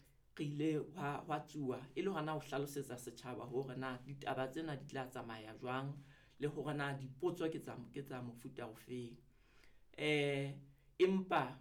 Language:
Southern Sotho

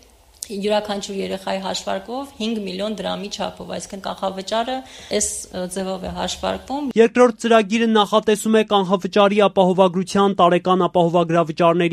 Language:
Armenian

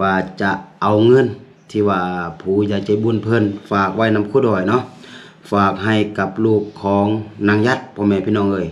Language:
Lao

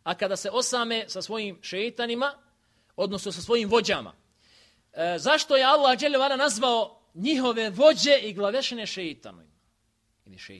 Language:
Bosnian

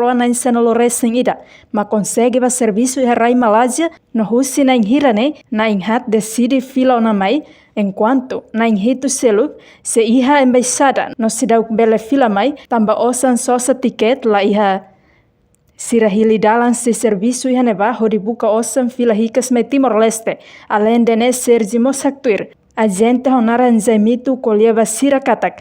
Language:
Tetum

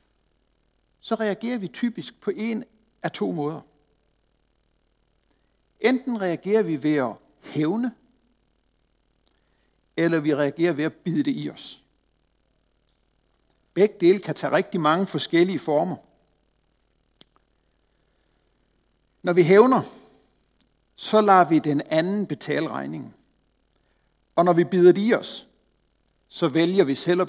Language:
Danish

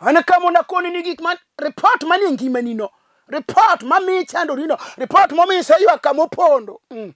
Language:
Luo (Kenya and Tanzania)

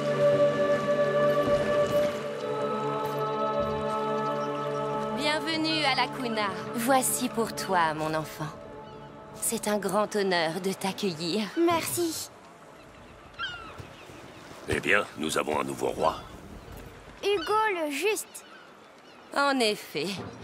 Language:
French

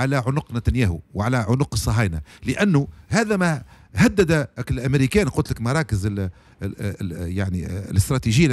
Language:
Tunisian Arabic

